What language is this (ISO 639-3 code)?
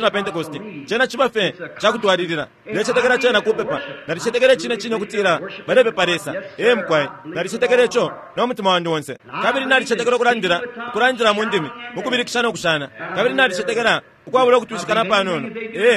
bem